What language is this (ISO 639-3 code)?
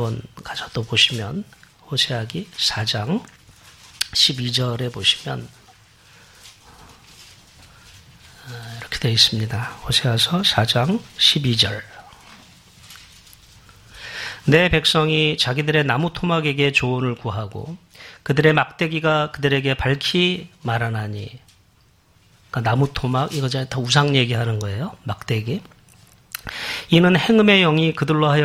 kor